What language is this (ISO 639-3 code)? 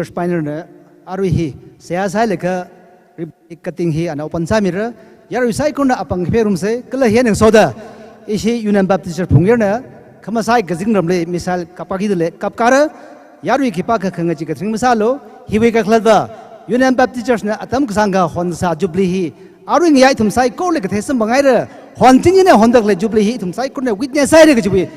nmf